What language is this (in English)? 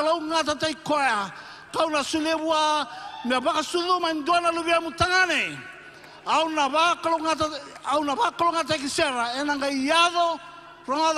Fijian